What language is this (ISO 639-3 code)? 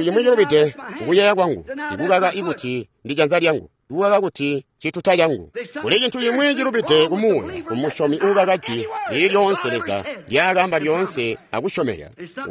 toi